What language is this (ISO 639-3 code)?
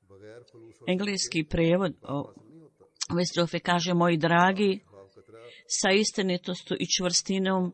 bos